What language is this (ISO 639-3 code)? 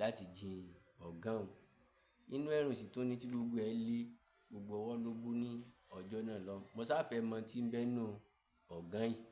yor